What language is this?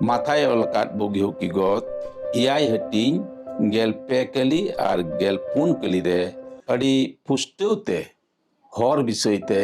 Santali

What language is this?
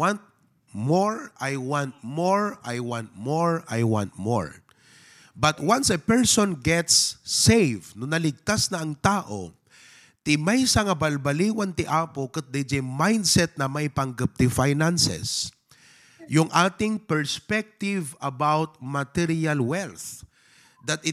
Iloko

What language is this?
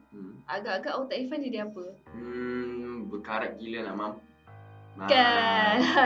Malay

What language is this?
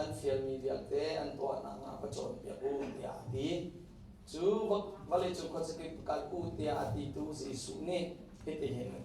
Hakha Chin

